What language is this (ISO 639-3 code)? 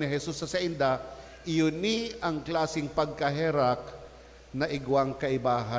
bik